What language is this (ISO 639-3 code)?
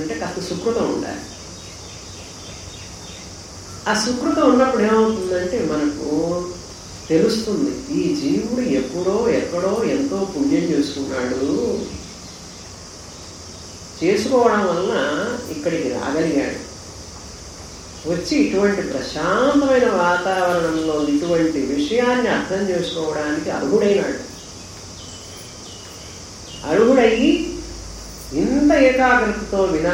tel